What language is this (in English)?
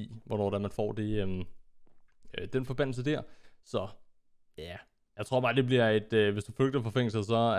Danish